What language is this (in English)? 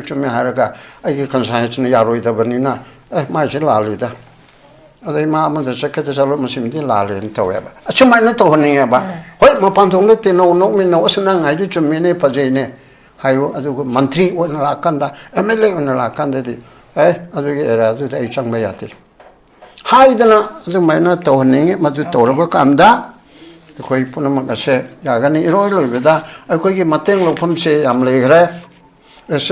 Manipuri